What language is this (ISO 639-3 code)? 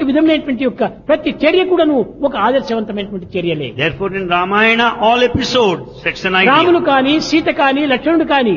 tel